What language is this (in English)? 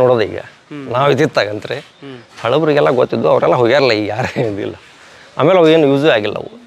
Kannada